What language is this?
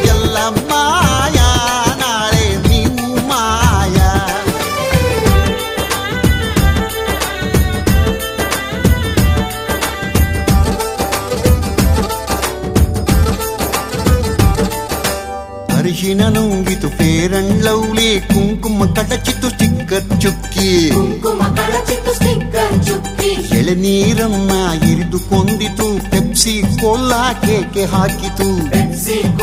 Kannada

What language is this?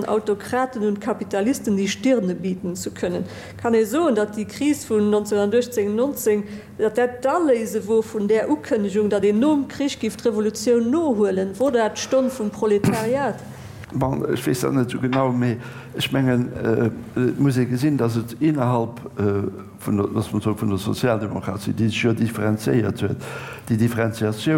Luxembourgish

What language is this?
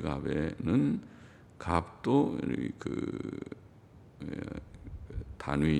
Korean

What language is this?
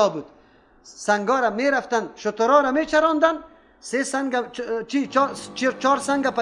Persian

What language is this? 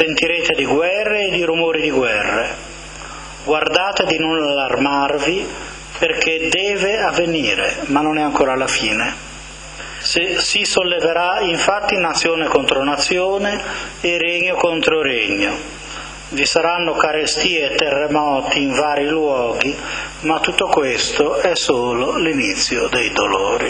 Italian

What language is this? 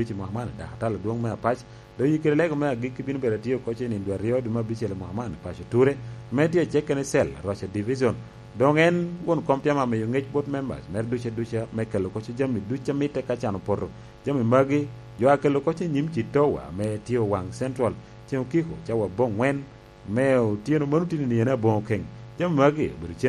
Lango (Uganda)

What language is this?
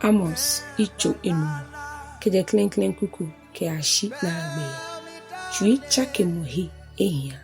Ga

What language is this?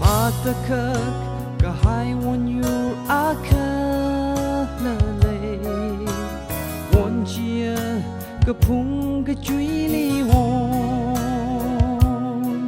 Tangkhul Naga (India)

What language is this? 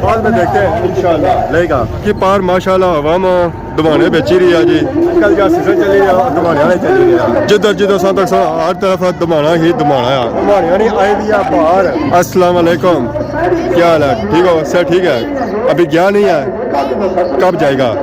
Pahari-Potwari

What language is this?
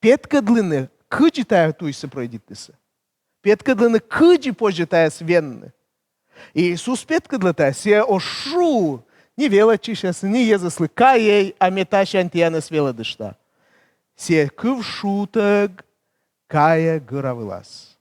Komi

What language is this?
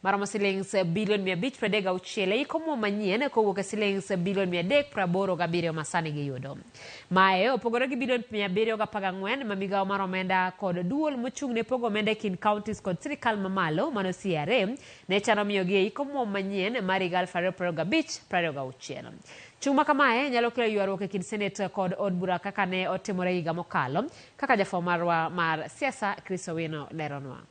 Luo (Kenya and Tanzania)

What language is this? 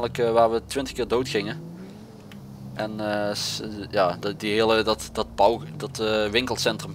Dutch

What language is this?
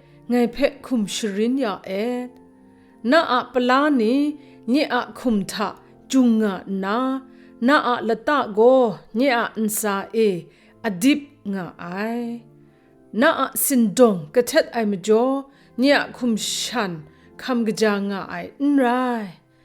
Kachin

